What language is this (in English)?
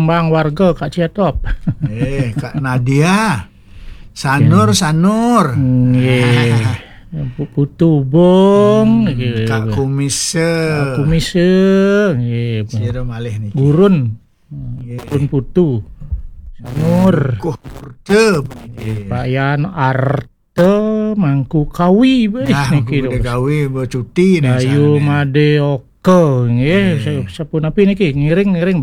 Balinese